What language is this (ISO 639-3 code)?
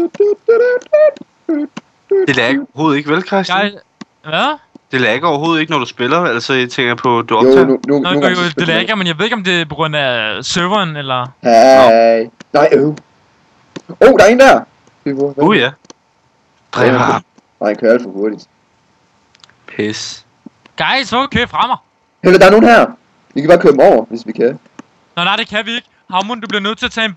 dan